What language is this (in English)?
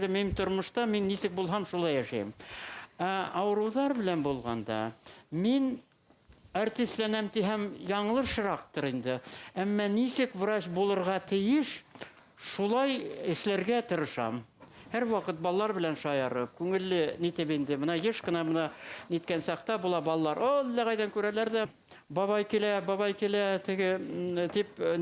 Bashkir